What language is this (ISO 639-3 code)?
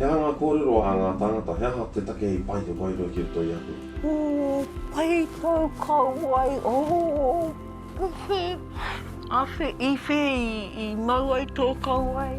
mri